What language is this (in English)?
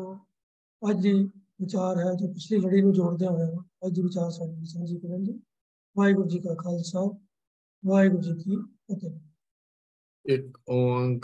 Punjabi